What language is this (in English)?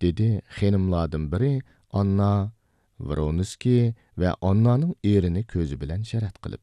Uyghur